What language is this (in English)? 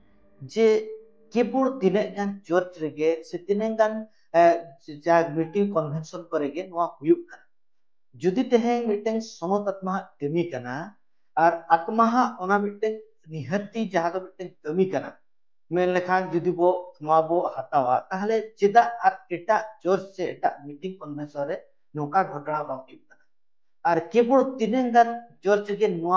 Santali